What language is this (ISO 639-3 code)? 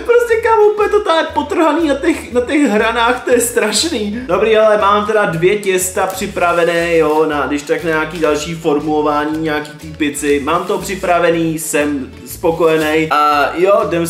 ces